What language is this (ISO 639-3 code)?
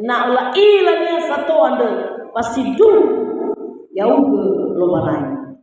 nia